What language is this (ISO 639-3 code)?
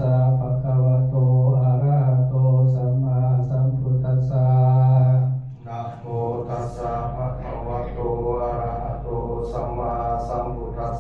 pli